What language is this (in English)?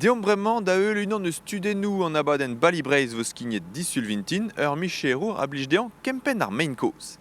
Breton